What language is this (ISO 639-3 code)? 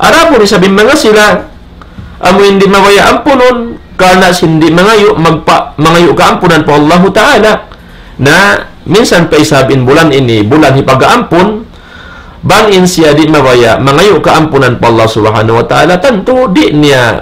tsg